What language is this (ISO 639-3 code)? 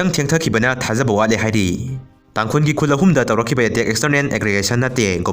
mni